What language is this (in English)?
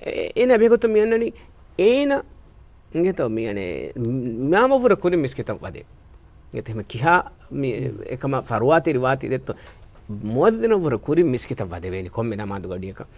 Divehi